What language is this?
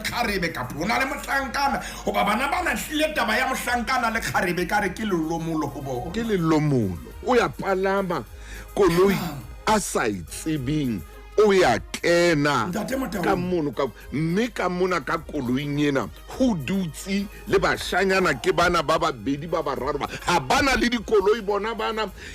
Southern Sotho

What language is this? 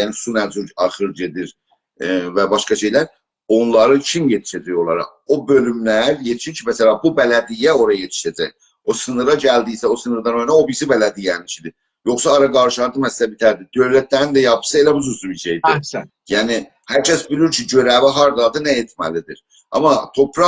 South Azerbaijani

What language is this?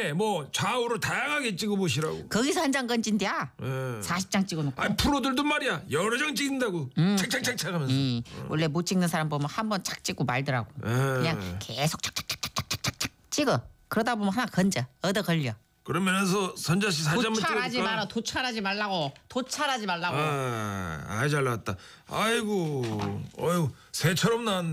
Korean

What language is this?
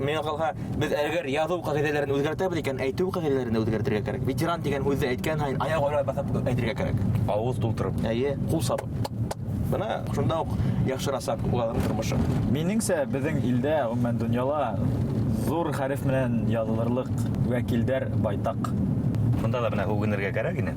Bashkir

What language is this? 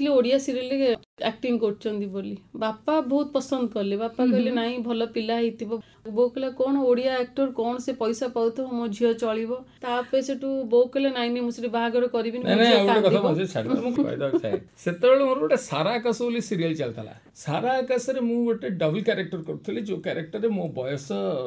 Odia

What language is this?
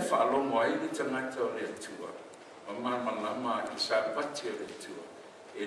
Samoan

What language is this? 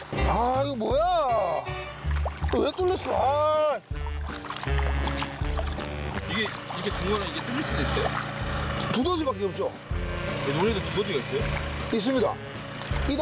Korean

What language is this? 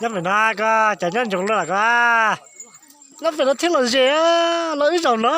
Hmong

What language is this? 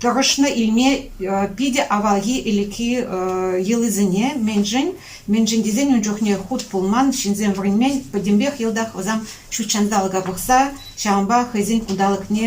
Chuvash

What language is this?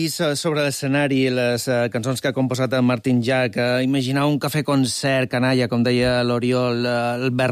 Catalan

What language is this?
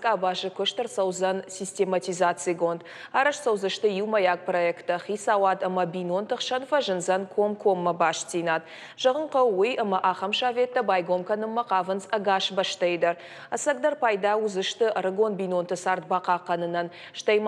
Ossetic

